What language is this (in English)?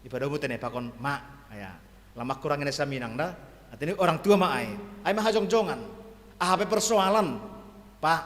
Batak Simalungun